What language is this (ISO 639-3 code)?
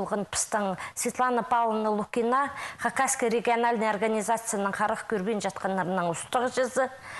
kjh